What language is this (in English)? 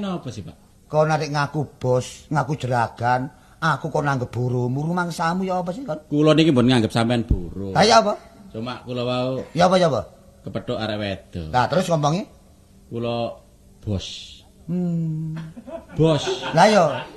Javanese